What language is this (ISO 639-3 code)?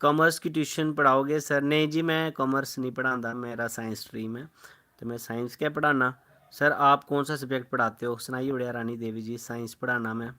doi